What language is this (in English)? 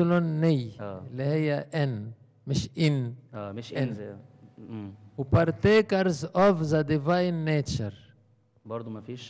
Egyptian Arabic